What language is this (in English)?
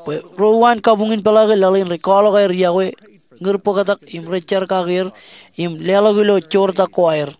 Marshallese